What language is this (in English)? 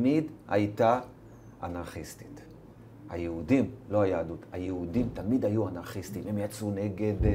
Hebrew